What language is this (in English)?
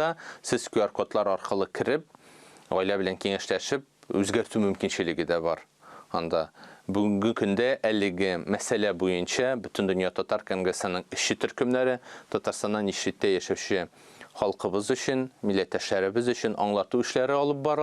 Tatar